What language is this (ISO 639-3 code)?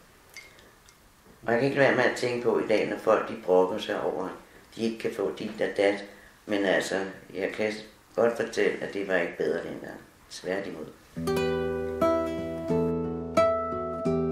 dan